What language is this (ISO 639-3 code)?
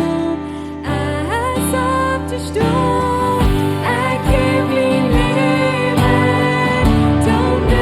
pdt